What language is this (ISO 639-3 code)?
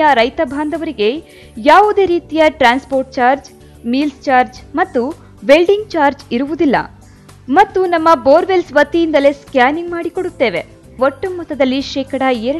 kan